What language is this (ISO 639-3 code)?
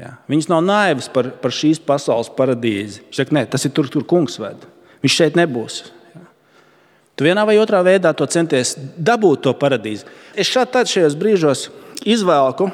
lav